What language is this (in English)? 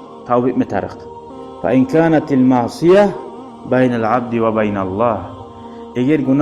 Kumyk